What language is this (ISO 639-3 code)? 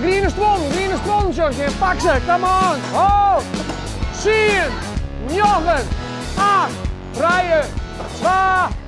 fry